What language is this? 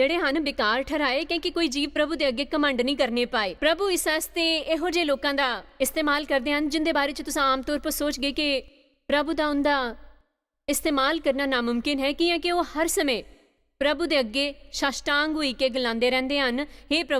Dogri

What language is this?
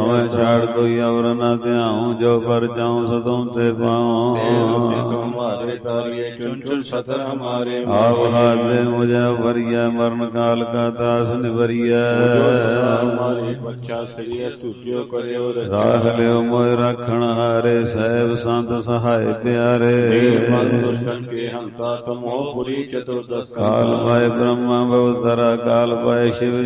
Punjabi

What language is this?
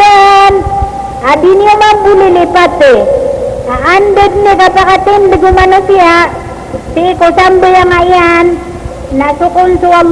Maranao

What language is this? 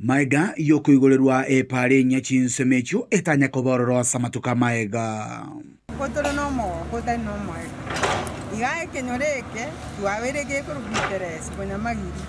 Gusii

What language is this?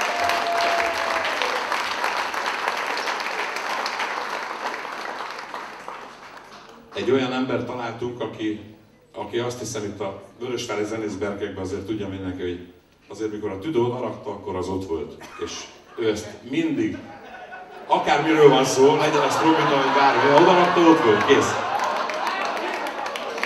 Hungarian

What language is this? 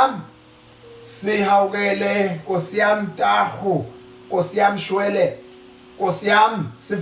Zulu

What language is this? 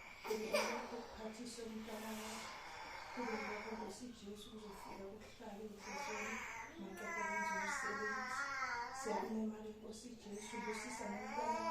Zulu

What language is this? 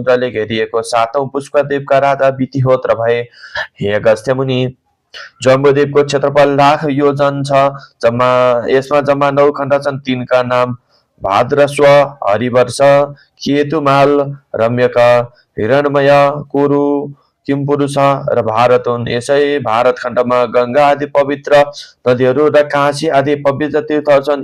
Nepali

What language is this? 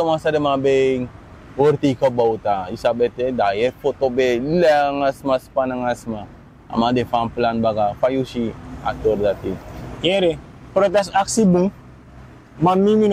Sranan Tongo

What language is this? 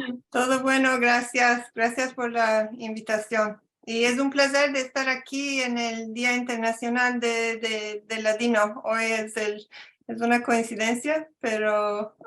Ladino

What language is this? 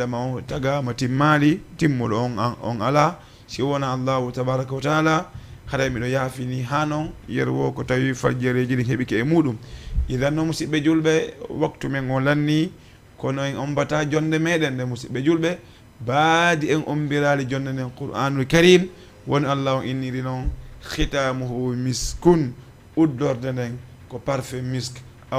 Fula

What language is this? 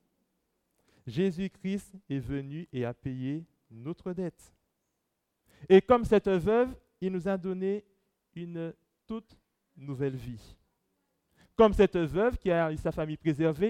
French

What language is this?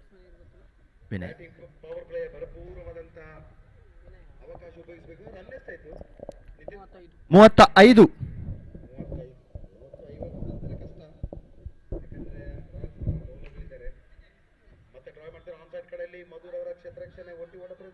Kannada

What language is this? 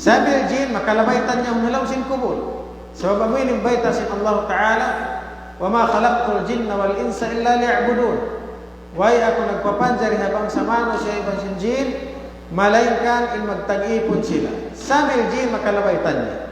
Tausug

